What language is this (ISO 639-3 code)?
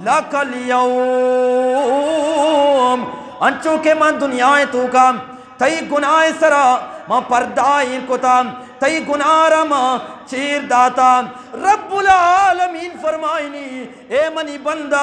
bgp